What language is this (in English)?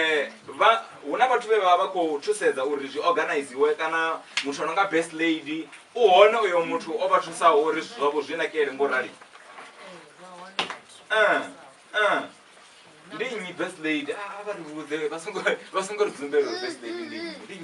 Venda